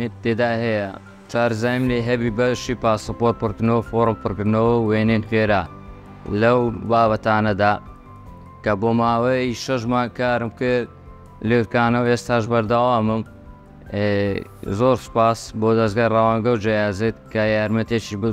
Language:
Central Kurdish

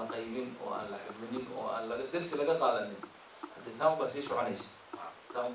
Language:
Somali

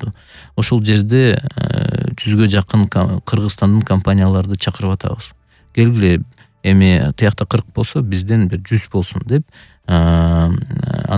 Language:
Kyrgyz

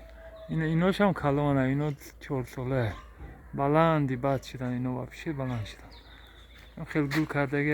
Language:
Tajik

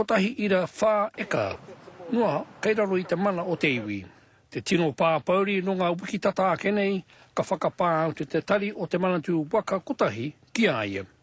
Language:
Māori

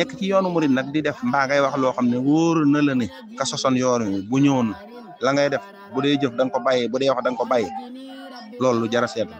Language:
Wolof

